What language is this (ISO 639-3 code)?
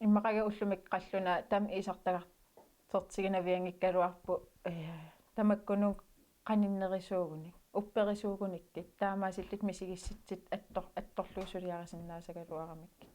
kal